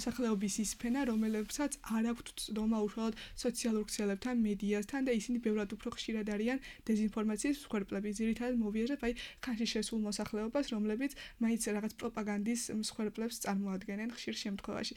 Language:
Georgian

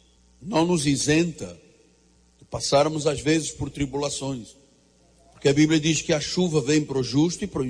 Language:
Portuguese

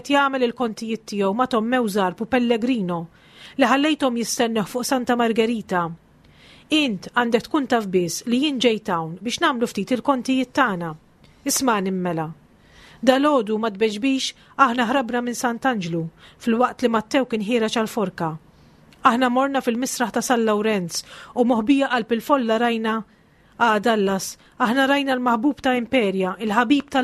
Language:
Maltese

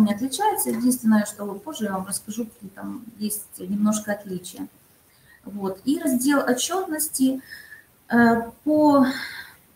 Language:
Russian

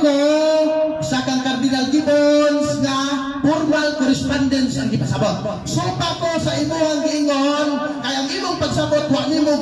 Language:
Cebuano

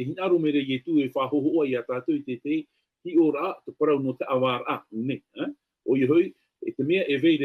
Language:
Tahitian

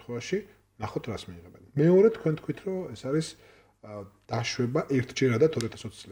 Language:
Georgian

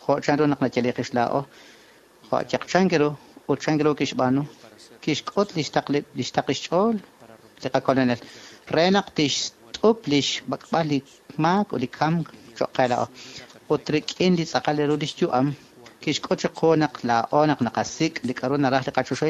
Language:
Kekchí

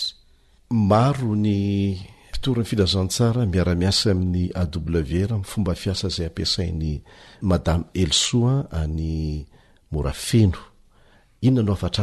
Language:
Malagasy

